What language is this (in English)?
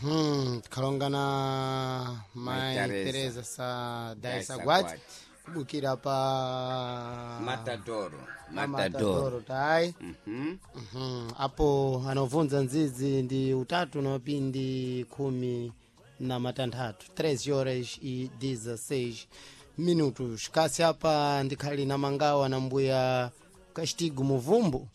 Sena